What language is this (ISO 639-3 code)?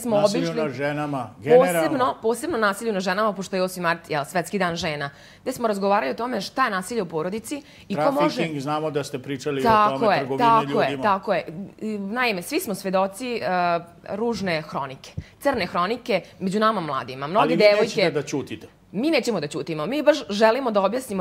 srp